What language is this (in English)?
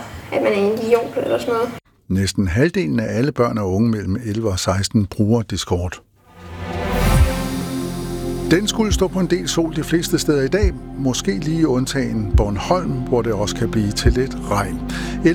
Danish